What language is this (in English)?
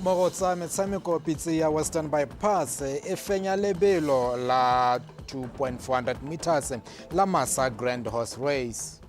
Tswana